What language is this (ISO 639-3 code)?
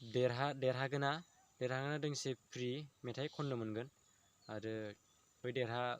brx